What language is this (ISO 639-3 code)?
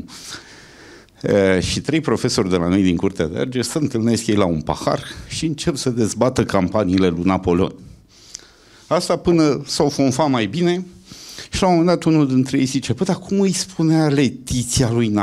ron